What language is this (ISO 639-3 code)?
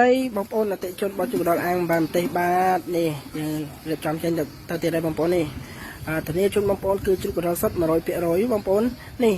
khm